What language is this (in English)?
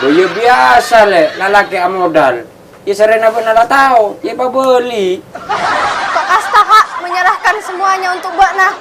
Madurese